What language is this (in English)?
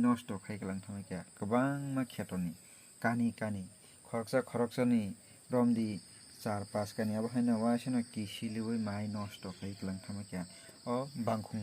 Kok Borok